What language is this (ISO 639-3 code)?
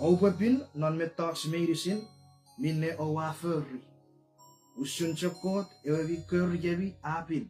chk